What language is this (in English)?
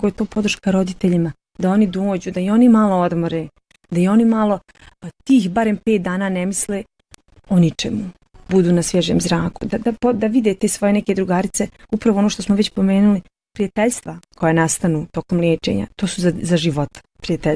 Bosnian